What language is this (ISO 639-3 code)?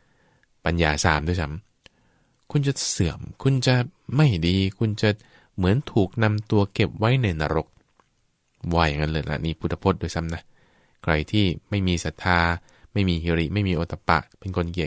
tha